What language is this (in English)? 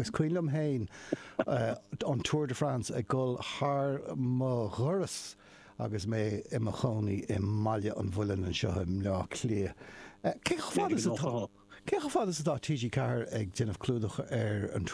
Irish